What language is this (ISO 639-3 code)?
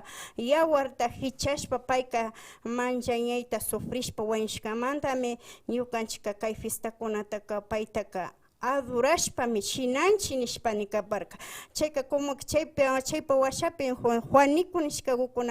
qvi